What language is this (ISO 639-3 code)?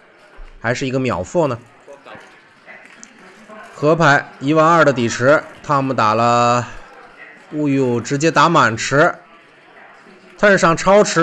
zho